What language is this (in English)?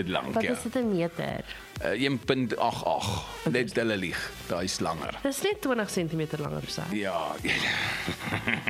Afrikaans